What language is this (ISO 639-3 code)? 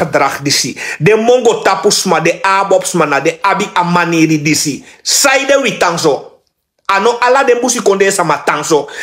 srn